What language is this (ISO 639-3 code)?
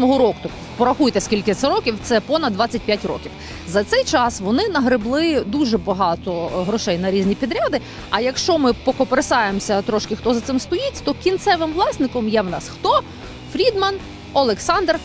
ukr